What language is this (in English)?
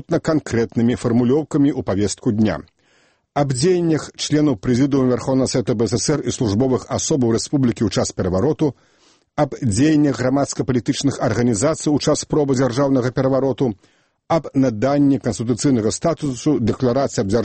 Belarusian